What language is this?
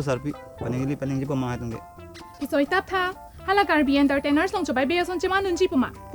Karbi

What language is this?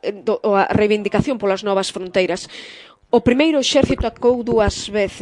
Galician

